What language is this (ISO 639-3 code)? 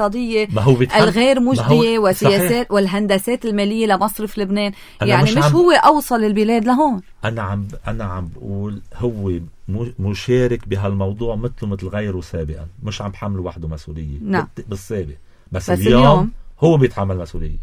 apc